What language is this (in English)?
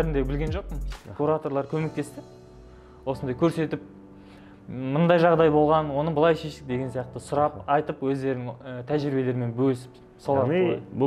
Kazakh